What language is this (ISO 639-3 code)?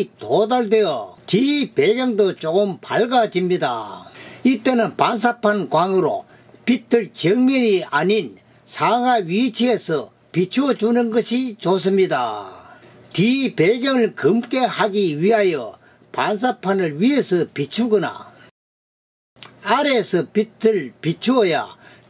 kor